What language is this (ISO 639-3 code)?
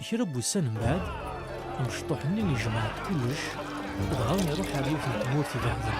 kab